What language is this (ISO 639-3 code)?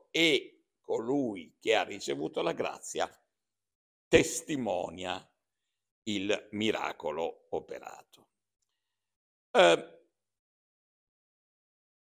ita